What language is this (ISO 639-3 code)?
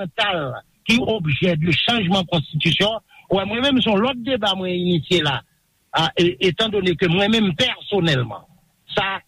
hat